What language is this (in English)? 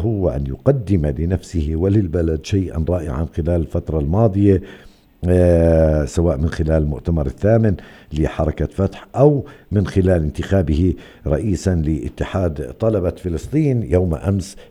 Arabic